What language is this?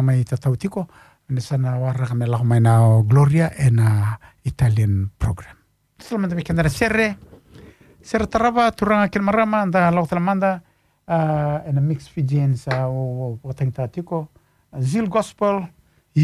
Fijian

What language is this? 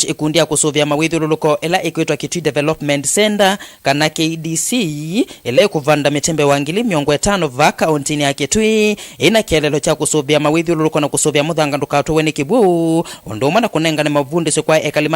Kamba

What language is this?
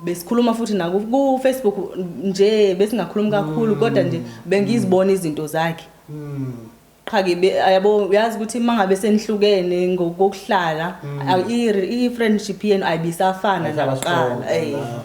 Zulu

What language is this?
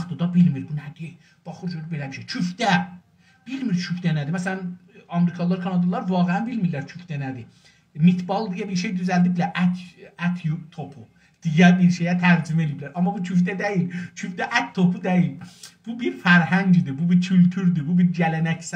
South Azerbaijani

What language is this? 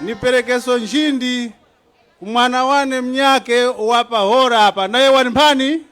Tumbuka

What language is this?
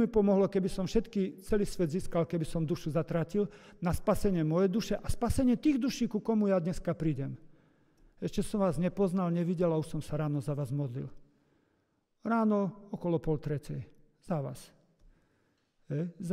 Slovak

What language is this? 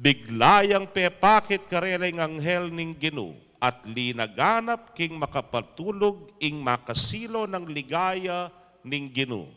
Pampanga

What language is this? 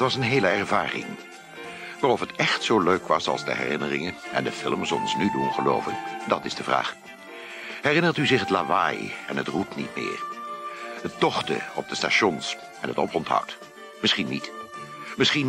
Dutch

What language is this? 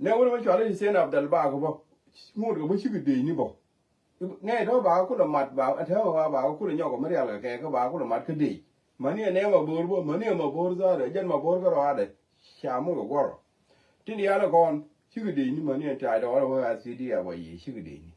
Nuer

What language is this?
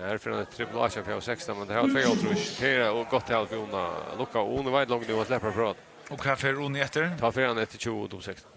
Faroese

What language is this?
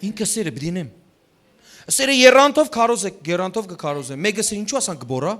Western Armenian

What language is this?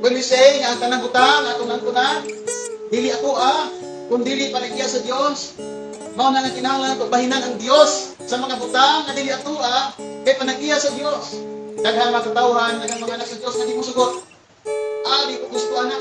Cebuano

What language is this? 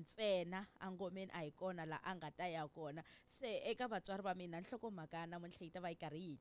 Tsonga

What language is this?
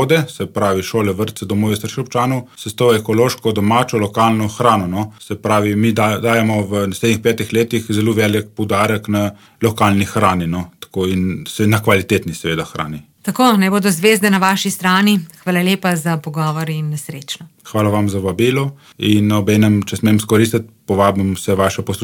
Slovenian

